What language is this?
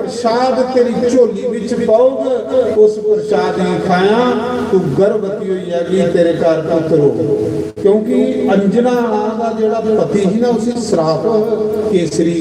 Dogri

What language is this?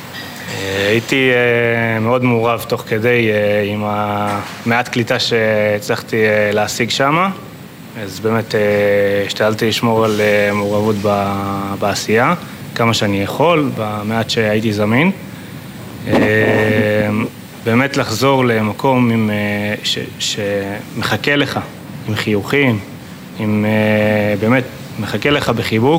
Hebrew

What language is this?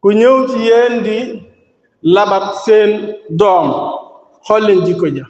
Wolof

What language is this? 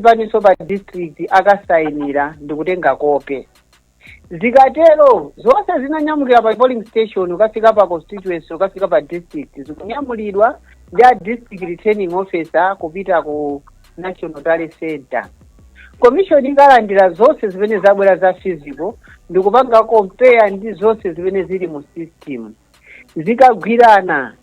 Nyanja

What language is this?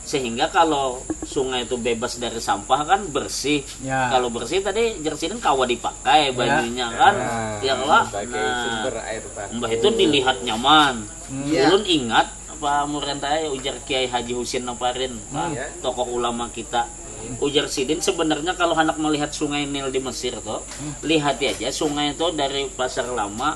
Banjar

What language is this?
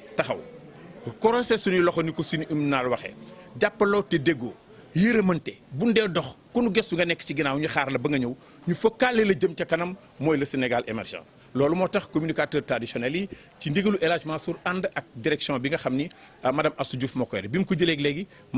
Wolof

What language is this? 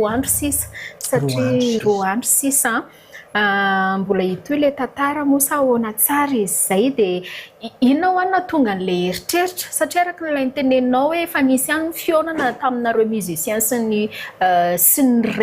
Malagasy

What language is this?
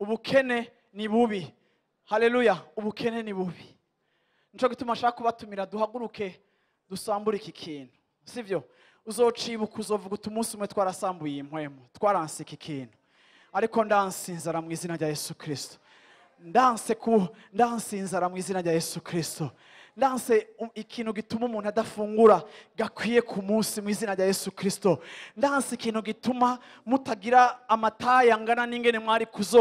Rundi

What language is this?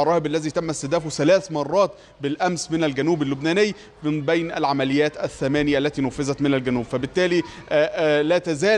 Arabic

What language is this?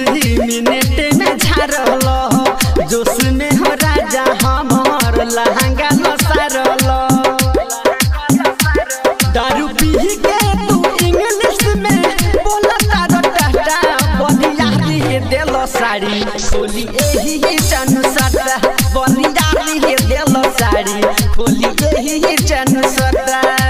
Bhojpuri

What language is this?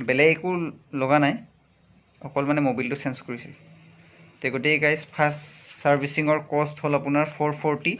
Assamese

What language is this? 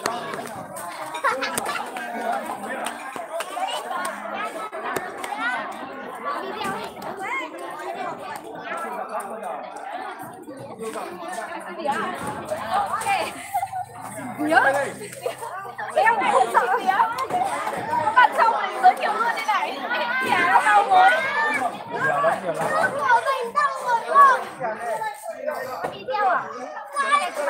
Vietnamese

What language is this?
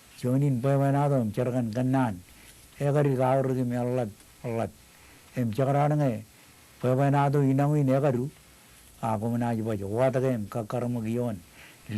Marshallese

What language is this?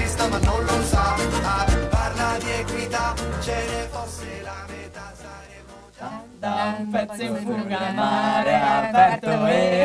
Italian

